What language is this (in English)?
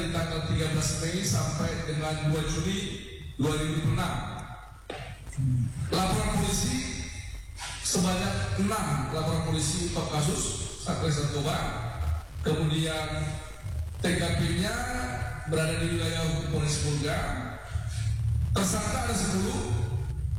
Indonesian